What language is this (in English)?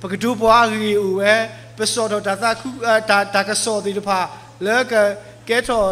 S'gaw Karen